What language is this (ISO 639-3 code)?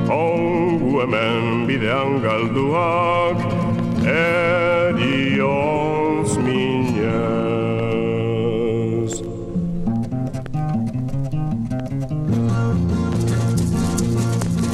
eus